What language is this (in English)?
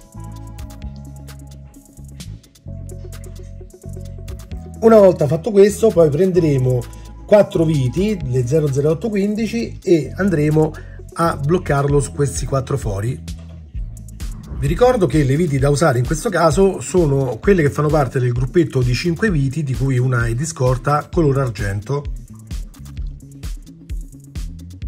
Italian